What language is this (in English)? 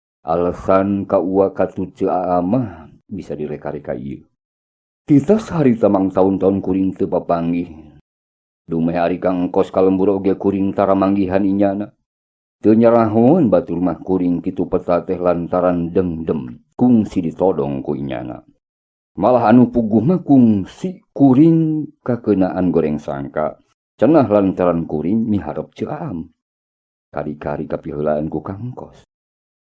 Sundanese